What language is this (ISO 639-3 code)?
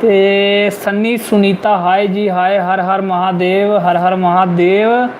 doi